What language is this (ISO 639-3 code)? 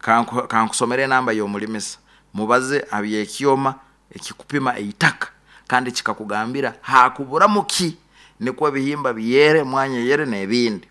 nyo